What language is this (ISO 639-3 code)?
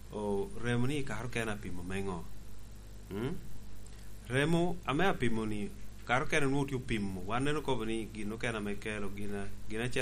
laj